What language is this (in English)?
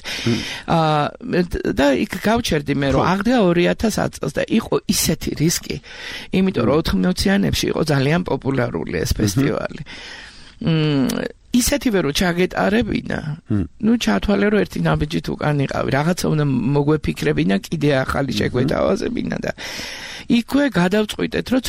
Georgian